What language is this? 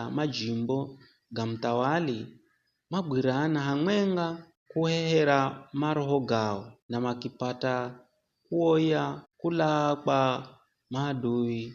Giryama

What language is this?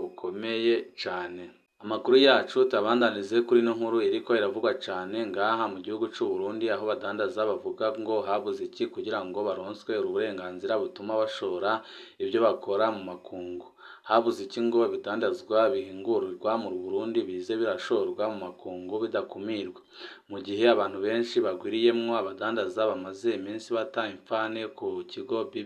Rundi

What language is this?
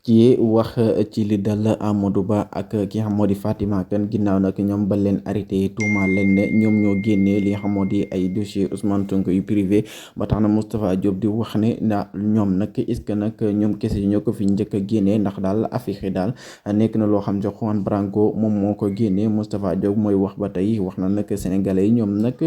Wolof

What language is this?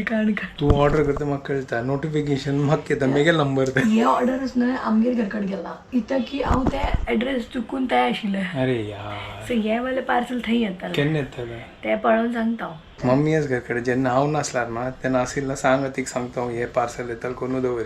Konkani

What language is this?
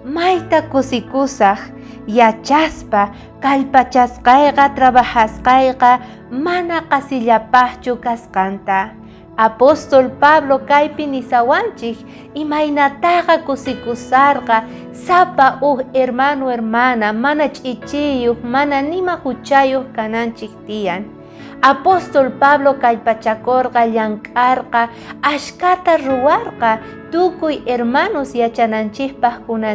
South Bolivian Quechua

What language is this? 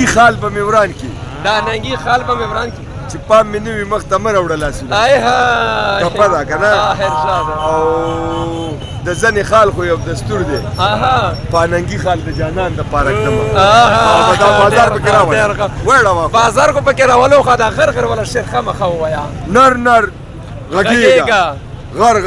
Pashto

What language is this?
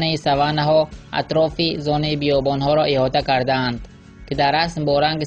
Tajik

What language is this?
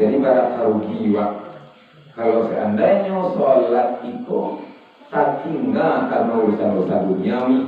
Minangkabau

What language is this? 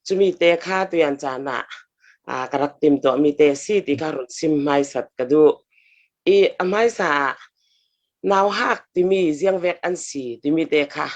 Falam Chin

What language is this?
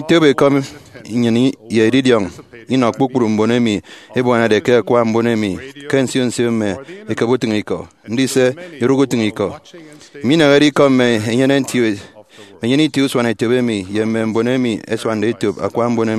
Efik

